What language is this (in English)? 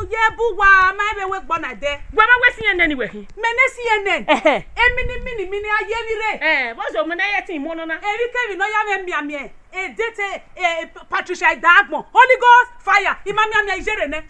Bini